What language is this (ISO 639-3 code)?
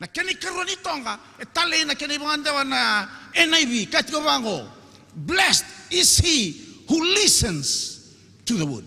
fij